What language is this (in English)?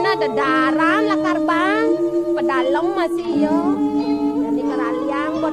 Balinese